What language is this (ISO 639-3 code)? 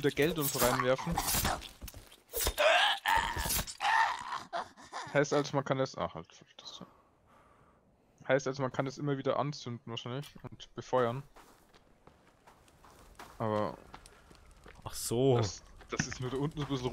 deu